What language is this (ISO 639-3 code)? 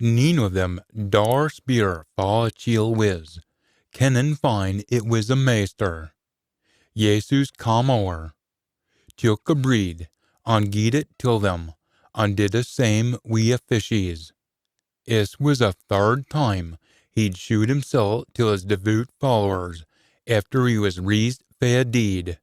sco